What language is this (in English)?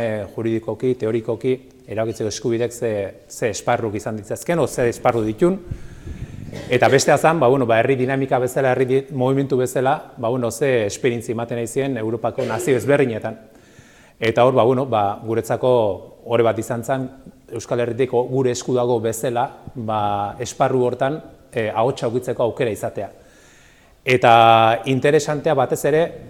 Basque